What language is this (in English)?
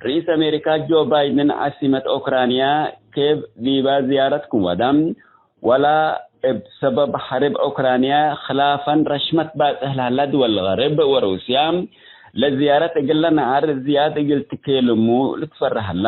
Tigre